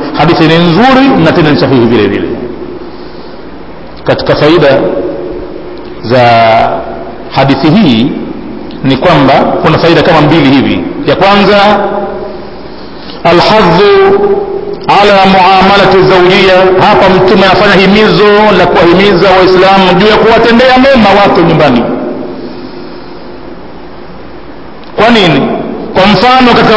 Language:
Swahili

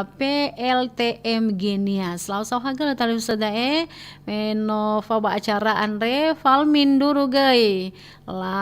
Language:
Nias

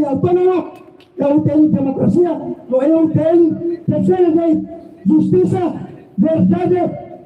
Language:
Tetum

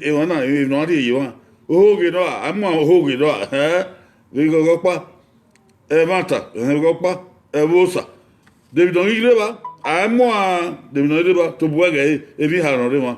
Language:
Bini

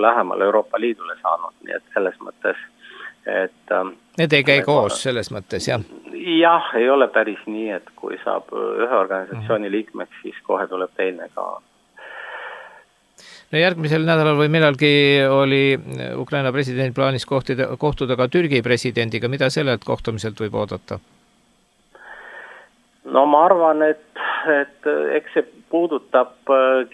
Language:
Estonian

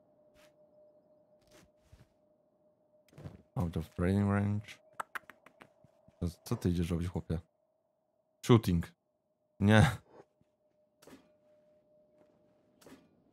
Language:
Polish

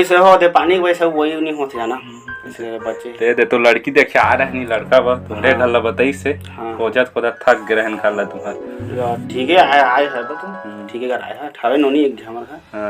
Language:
Chhattisgarhi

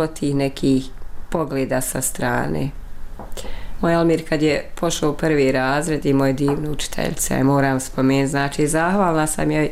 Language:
Bosnian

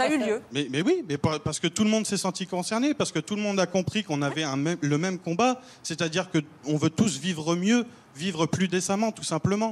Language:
French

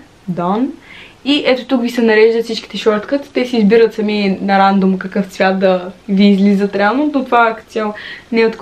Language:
Bulgarian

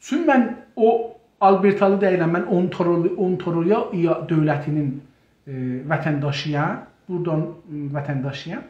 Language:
South Azerbaijani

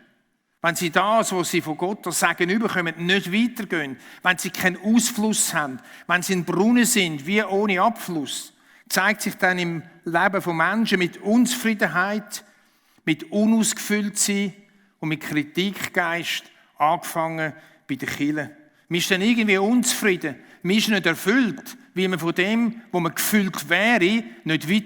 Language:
Swiss German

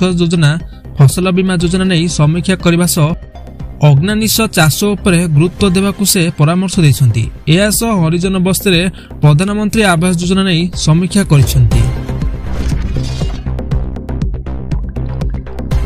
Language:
Odia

